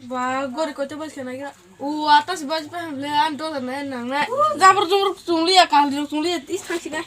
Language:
Kok Borok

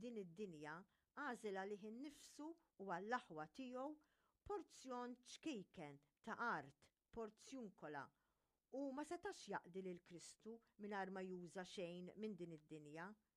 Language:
Maltese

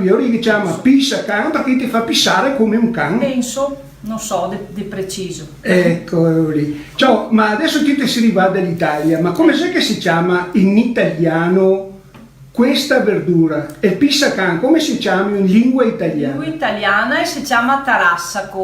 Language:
Venetian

